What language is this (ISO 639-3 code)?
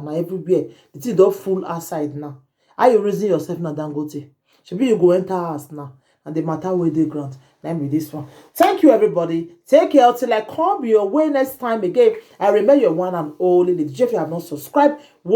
pcm